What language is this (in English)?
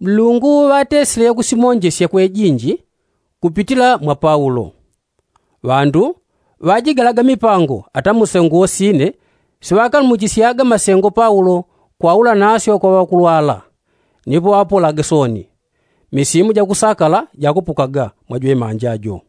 Yao